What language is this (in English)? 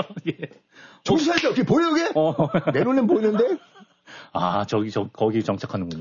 Korean